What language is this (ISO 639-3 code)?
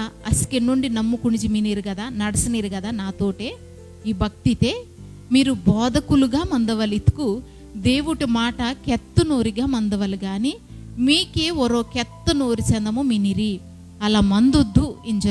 kff